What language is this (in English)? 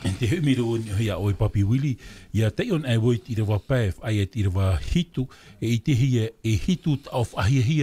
Tahitian